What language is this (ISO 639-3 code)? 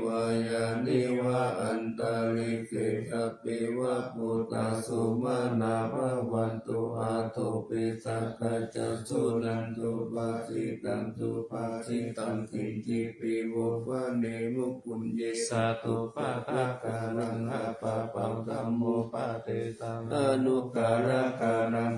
pli